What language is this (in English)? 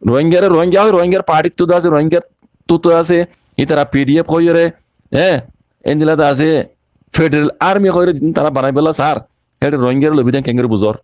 Rohingya